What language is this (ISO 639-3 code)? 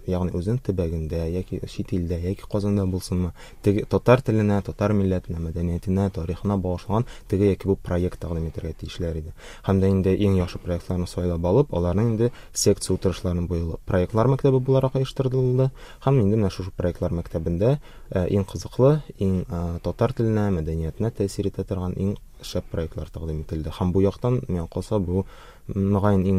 tat